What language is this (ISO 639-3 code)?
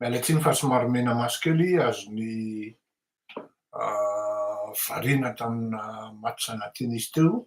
mlg